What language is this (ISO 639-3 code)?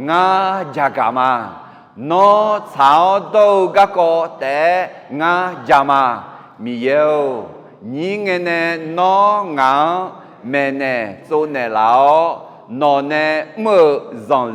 ahk